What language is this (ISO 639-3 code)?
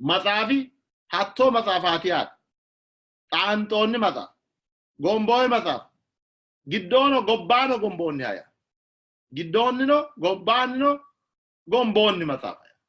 sid